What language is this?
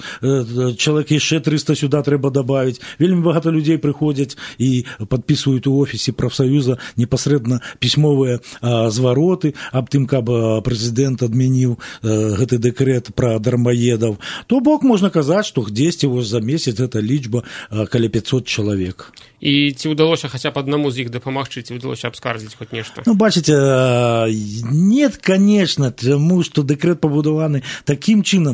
Belarusian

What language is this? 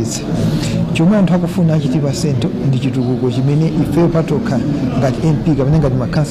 Nyanja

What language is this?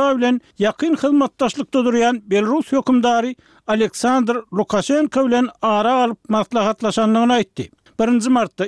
Turkmen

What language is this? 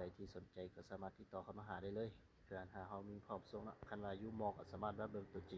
Lao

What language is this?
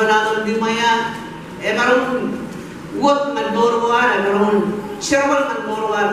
Marshallese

